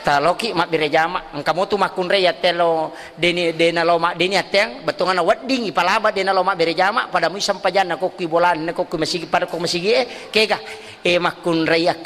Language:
Buginese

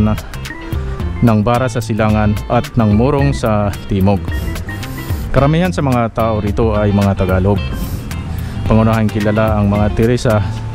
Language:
Filipino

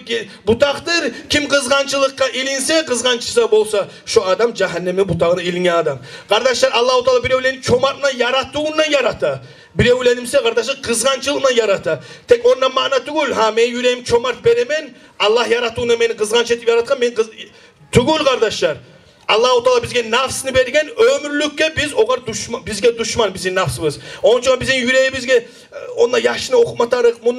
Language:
Kumyk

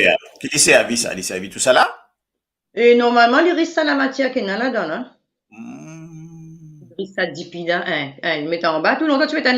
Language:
Morisyen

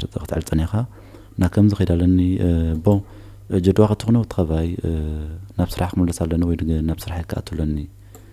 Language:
Tigrinya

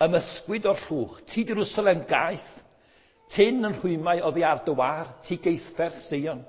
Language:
Welsh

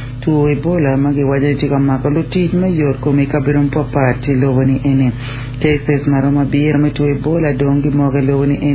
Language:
Acoli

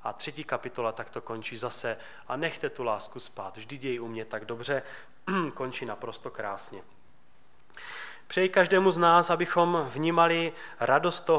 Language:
Czech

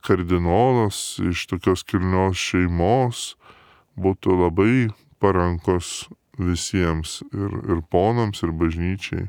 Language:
Lithuanian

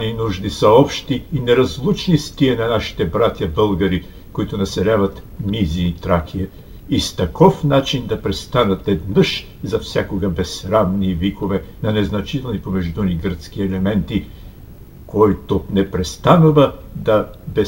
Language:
Bulgarian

